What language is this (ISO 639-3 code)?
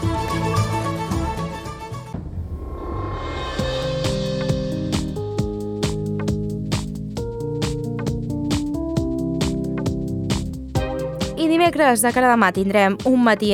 cat